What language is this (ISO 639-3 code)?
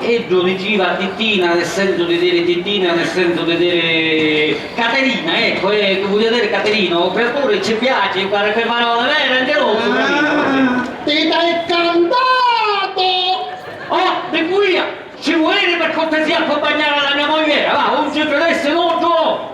scn